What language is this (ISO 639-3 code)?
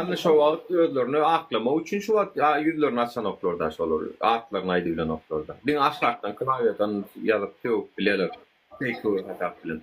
tuk